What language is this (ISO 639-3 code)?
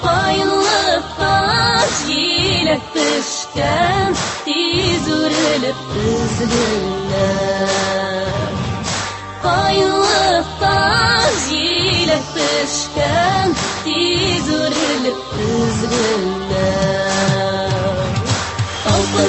tat